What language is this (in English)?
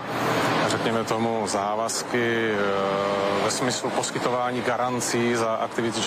Czech